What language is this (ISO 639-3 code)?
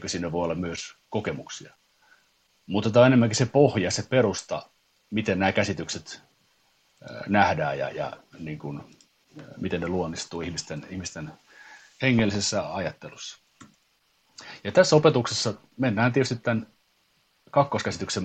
fin